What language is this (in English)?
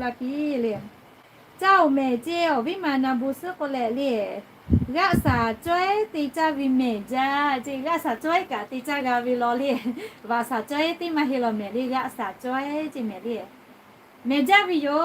Lahu